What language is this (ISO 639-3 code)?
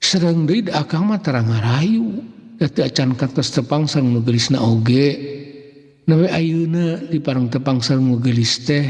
sun